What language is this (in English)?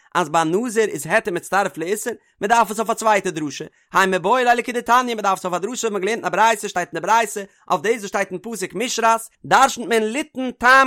Yiddish